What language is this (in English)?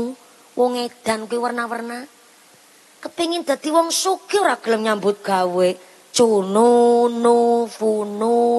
Javanese